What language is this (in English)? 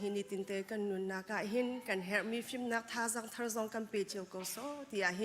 Hakha Chin